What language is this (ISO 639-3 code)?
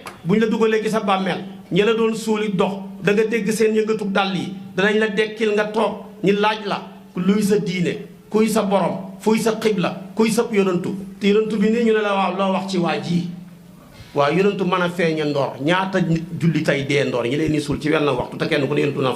wol